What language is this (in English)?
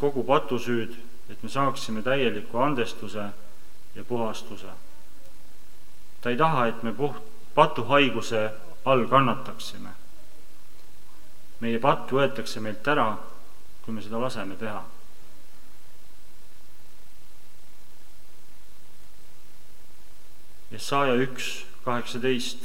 Estonian